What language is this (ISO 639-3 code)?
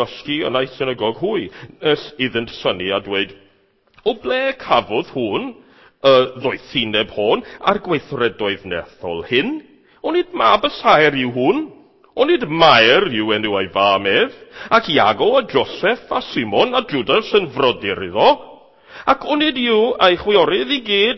cym